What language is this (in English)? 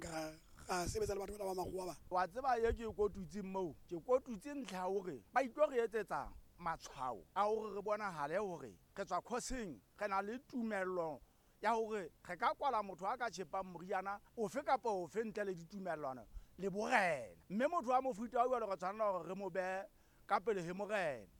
Southern Sotho